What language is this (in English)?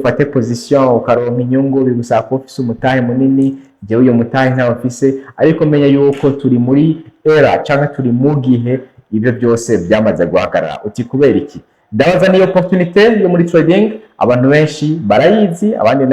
Rundi